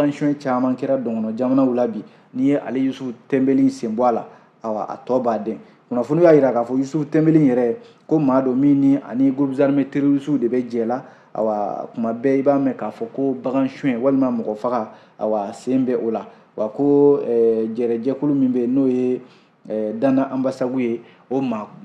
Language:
Bambara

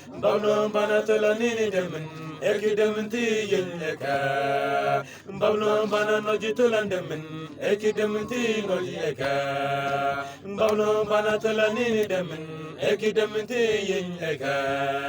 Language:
Mabaan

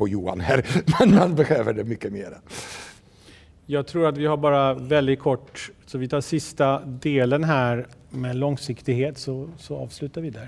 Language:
Swedish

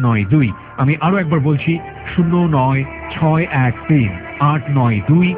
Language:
Bangla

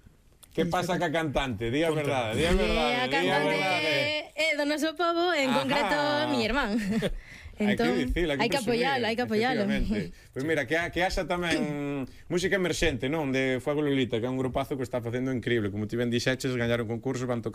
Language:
Galician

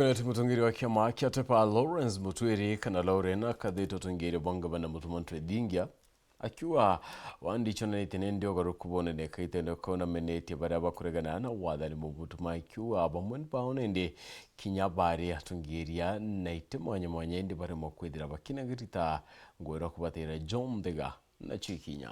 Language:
Meru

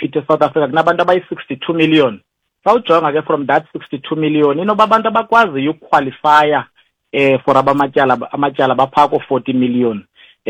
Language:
Xhosa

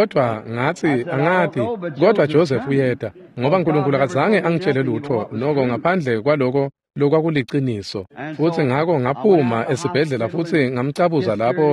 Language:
Swati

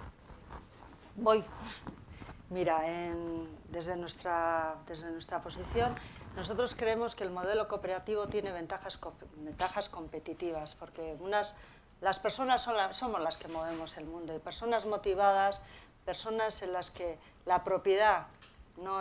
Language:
Spanish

